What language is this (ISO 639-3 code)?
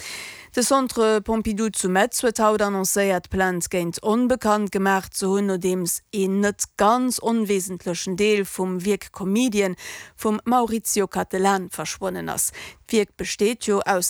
ltz